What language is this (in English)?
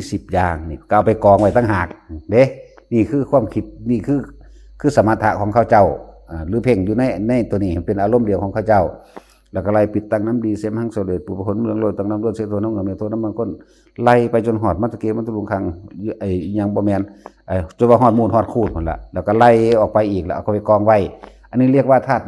Northeastern Thai